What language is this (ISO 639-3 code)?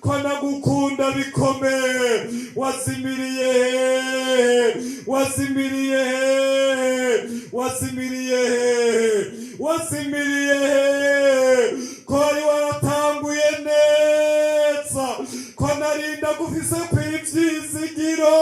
run